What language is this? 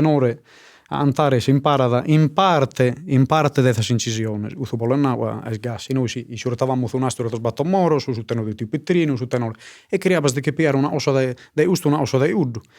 Sardinian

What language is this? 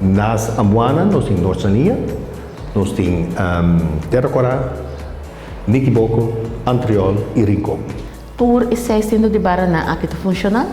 Papiamento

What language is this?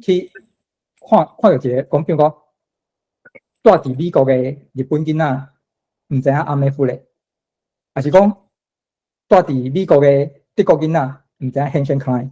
Min Nan Chinese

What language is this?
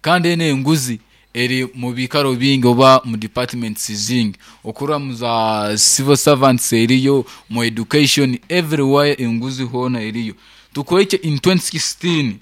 Nyankole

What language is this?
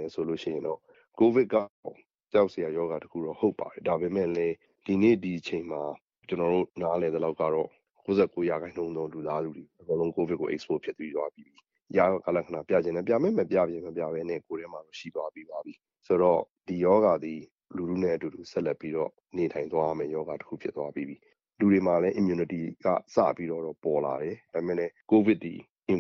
Burmese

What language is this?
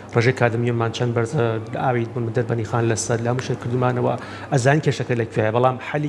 Central Kurdish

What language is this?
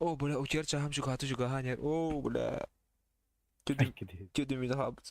Yakut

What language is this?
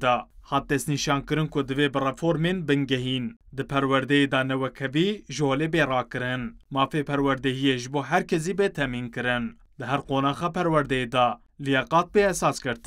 Kurdish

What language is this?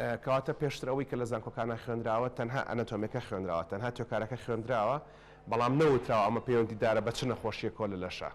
Central Kurdish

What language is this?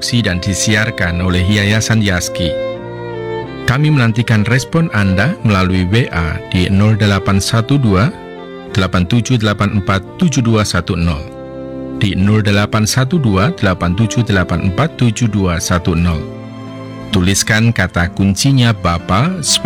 Indonesian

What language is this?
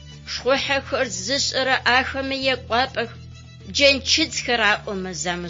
Adyghe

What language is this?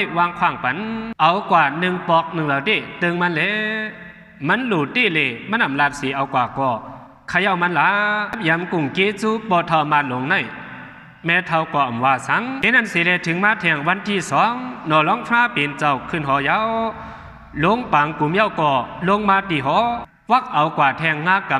Shan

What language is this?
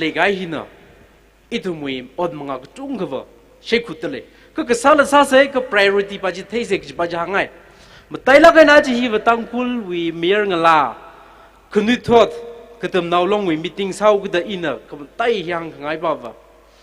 Tangkhul Naga (India)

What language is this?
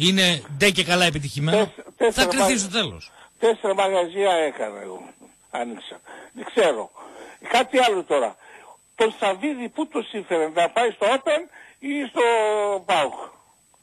Greek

